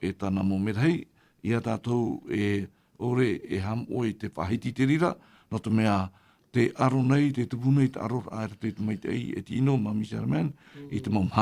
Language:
Tahitian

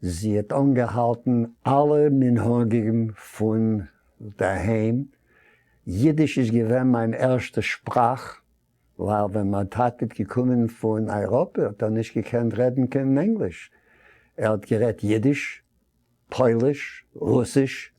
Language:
Yiddish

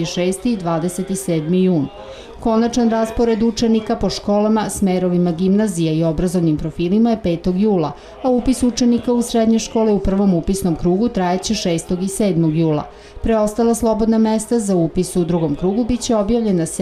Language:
Serbian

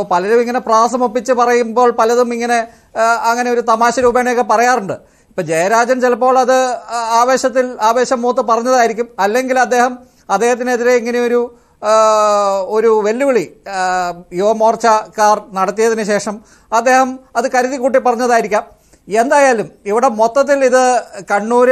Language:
Malayalam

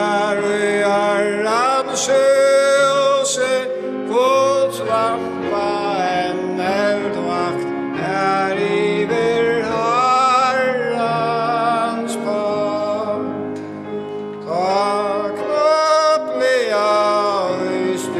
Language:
Faroese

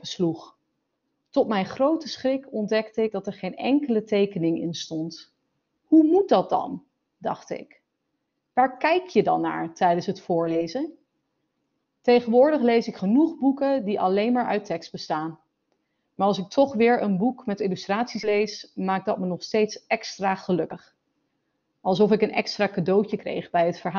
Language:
Dutch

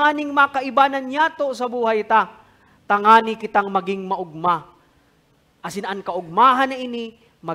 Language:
Bikol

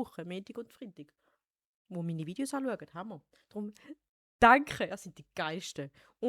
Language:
Swiss German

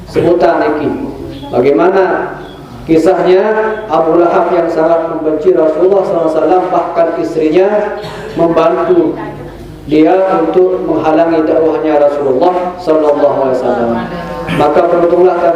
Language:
Sasak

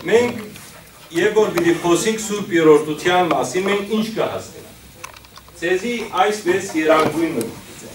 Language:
Western Armenian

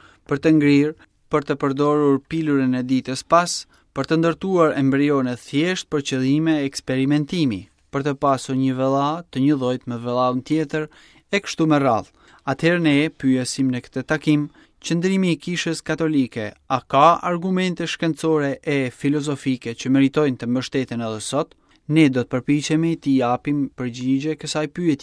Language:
Albanian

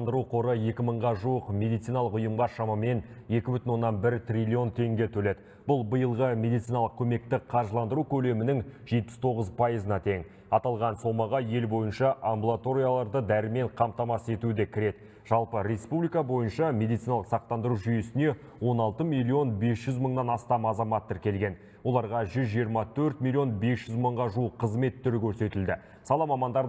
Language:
Kazakh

